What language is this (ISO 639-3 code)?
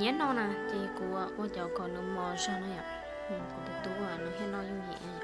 hmn